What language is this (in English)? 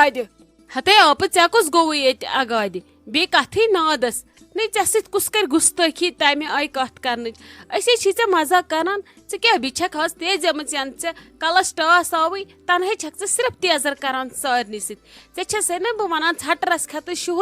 Kashmiri